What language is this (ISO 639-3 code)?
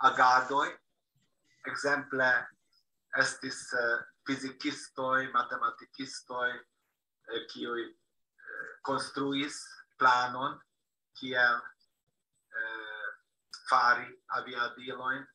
epo